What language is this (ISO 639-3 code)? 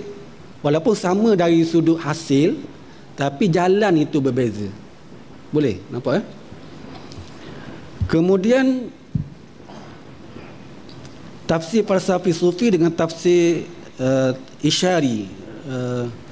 msa